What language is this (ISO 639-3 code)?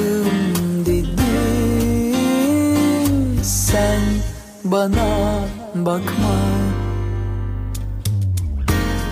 tur